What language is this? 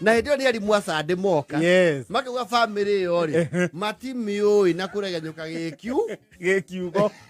Kikuyu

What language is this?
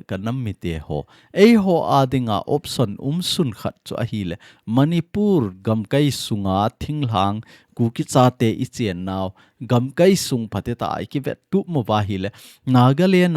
Thado Chin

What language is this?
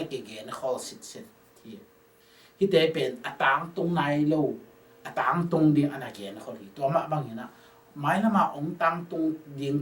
Tedim Chin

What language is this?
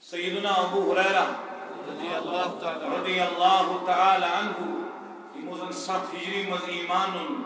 Kashmiri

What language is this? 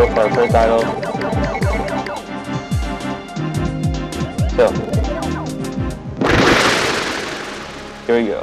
English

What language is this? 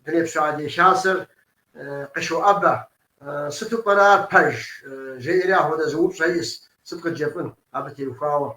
Kabardian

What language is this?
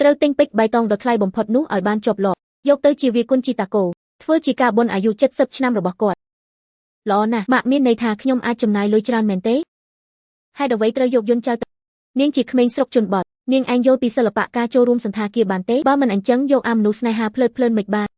Khmer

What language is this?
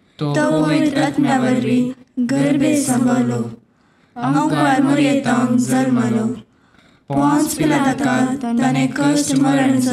Konkani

